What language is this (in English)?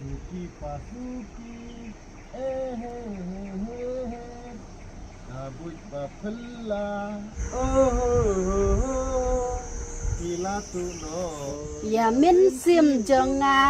Khasi